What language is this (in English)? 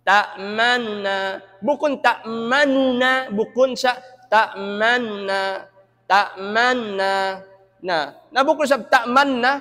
Tausug